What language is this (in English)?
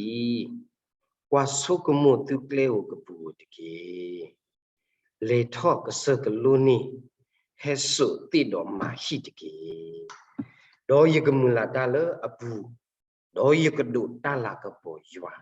S'gaw Karen